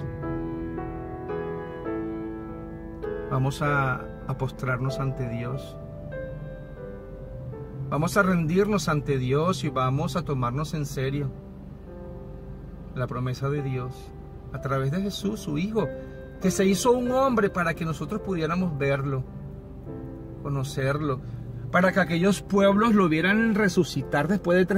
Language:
Spanish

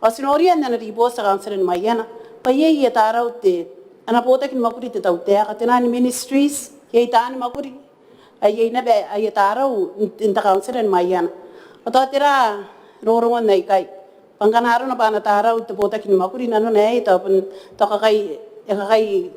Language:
Gilbertese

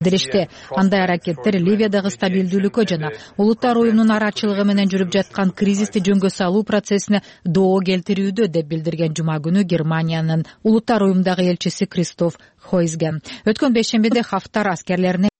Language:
Kyrgyz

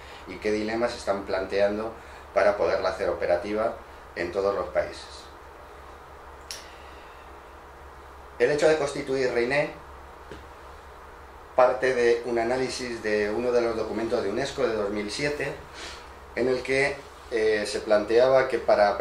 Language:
Spanish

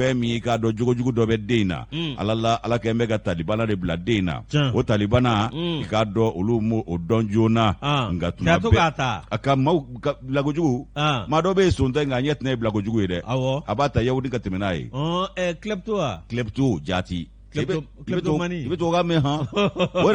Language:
Bambara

